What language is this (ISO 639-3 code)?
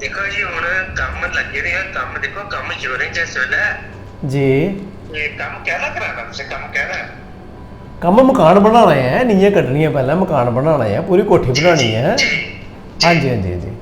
doi